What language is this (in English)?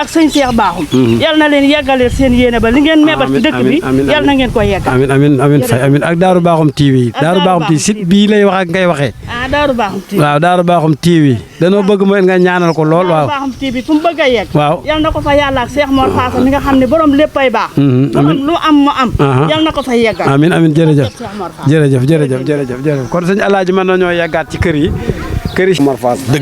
Wolof